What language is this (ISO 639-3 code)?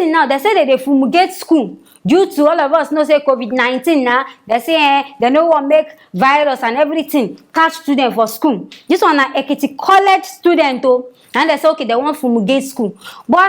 pcm